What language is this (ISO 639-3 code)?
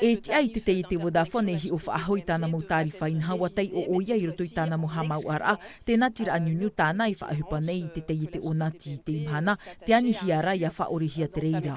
tah